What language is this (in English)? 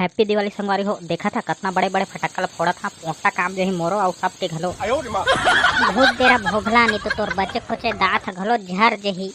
Chhattisgarhi